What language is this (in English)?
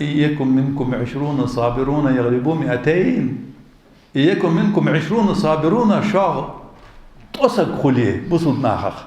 Ingush